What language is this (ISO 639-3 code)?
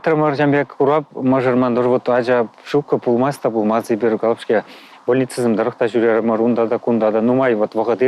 chv